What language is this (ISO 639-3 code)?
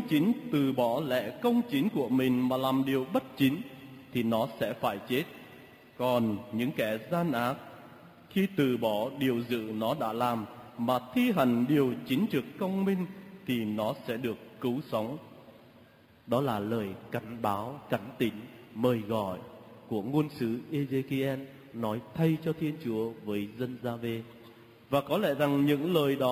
vie